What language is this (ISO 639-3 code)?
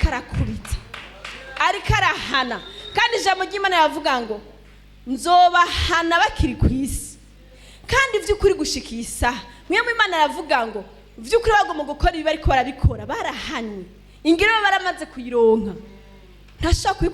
run